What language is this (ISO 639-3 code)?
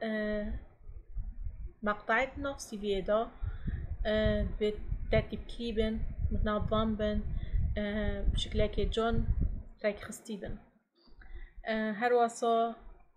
fas